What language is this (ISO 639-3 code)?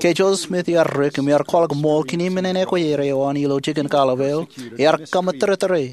mah